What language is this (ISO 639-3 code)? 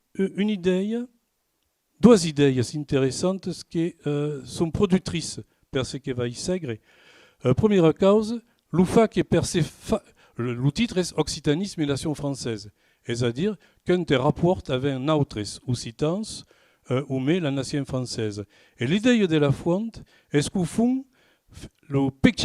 oci